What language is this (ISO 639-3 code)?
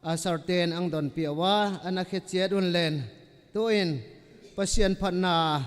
ctd